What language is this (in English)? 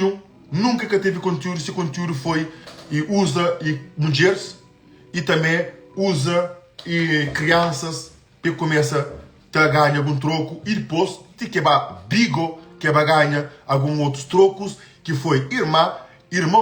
Kabuverdianu